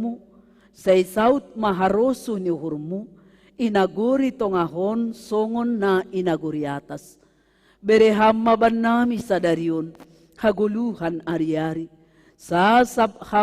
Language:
Batak Simalungun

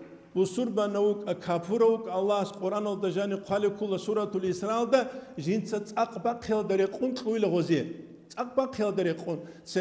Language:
Avaric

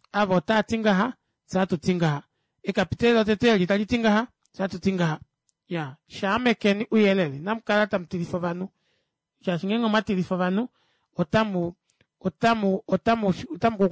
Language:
Kuanyama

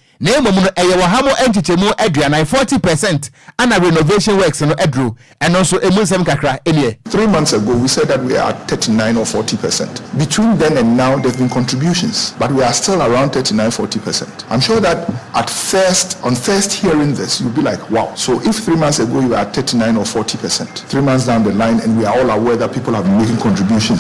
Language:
Akan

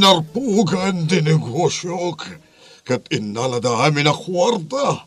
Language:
Iloko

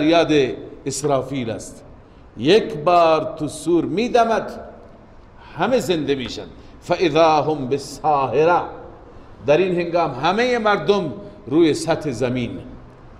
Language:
Persian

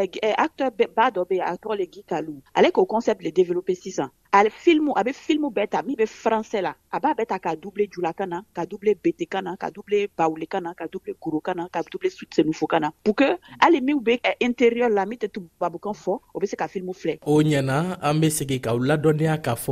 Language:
Bambara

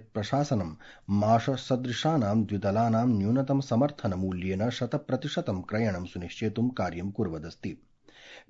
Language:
Sanskrit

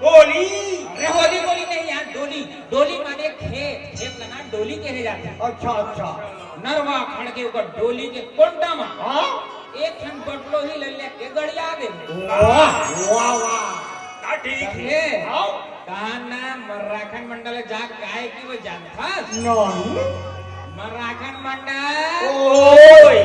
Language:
Chhattisgarhi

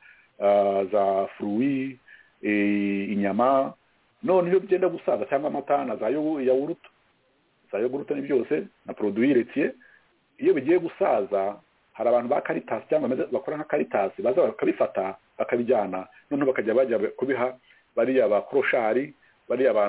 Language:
Kinyarwanda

